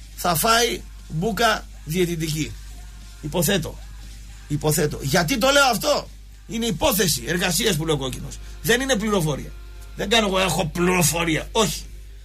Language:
Greek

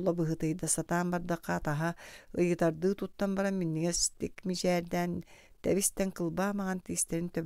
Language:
Yakut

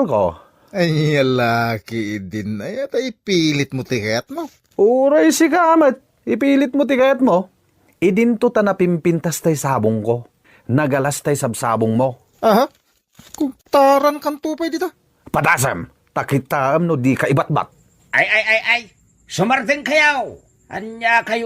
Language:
Iloko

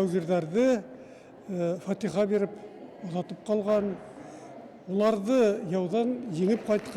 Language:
Bashkir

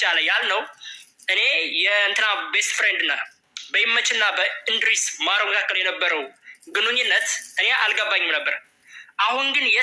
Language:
Amharic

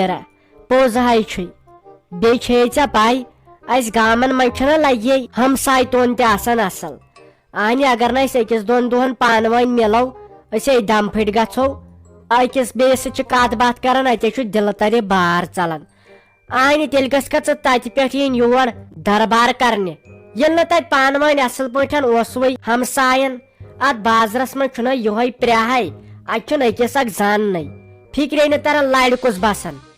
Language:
Kashmiri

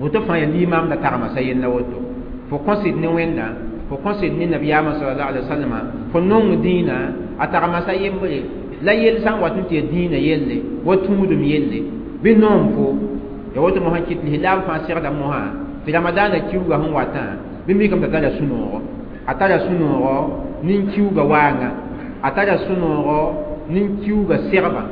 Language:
Mossi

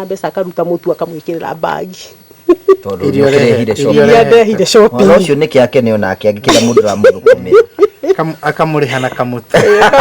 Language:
Kikuyu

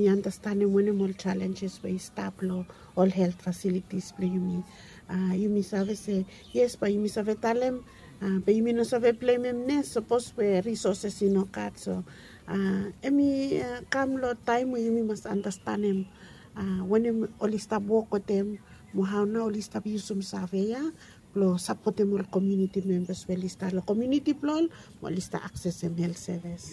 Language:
Bislama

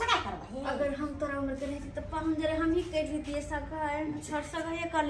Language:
Maithili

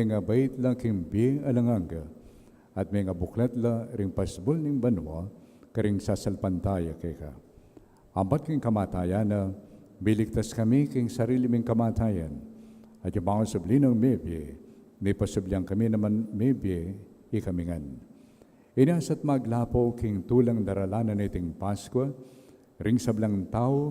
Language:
Pampanga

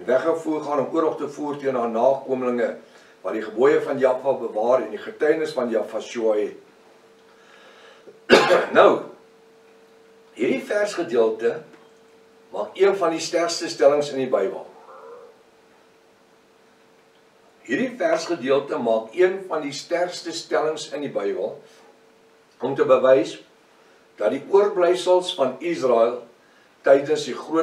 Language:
Afrikaans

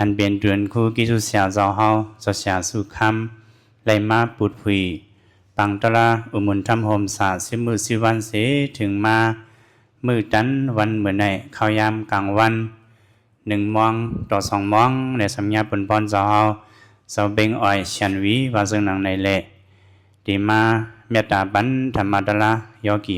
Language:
Shan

